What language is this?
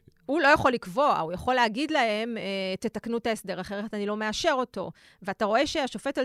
Hebrew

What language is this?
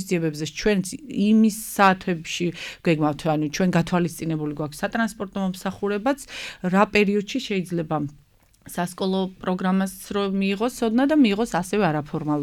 Georgian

